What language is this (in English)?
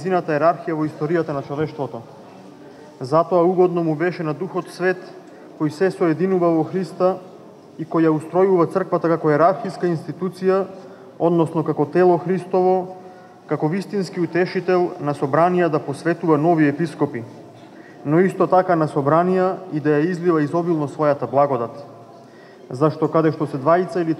Macedonian